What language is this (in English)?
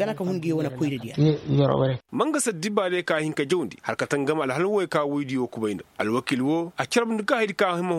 Koyraboro Senni